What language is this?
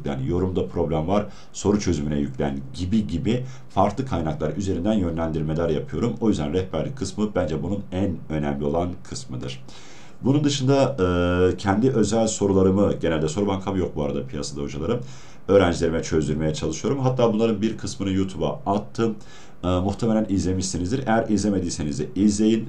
Turkish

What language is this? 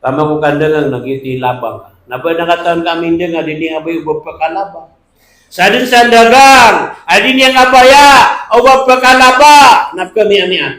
Maranao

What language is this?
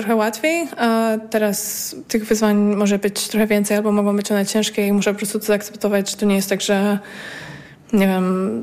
Polish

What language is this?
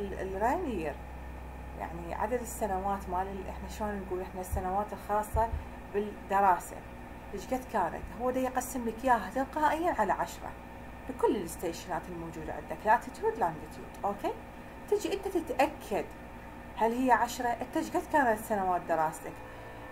Mesopotamian Arabic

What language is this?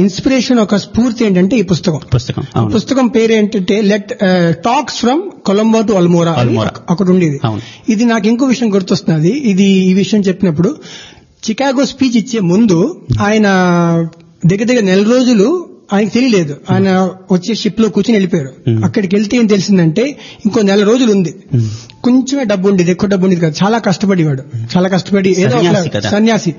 Telugu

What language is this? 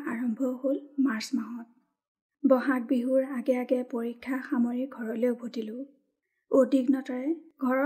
Assamese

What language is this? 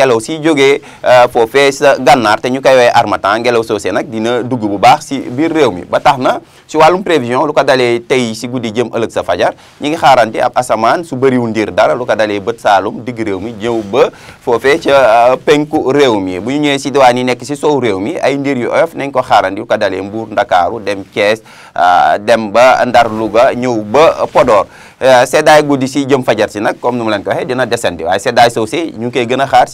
Wolof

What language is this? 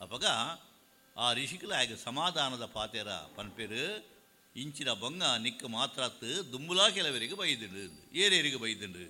Tulu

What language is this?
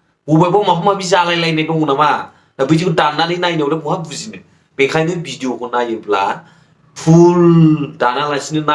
Bodo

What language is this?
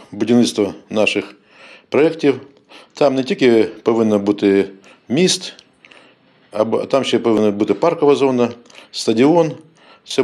Ukrainian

